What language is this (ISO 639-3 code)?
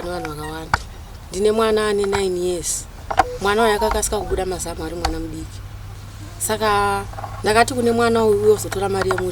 sna